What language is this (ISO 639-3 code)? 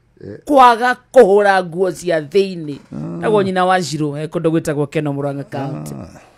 kik